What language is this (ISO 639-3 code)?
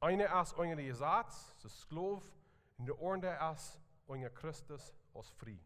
pdt